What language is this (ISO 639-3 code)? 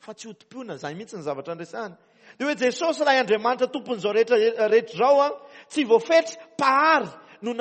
mlg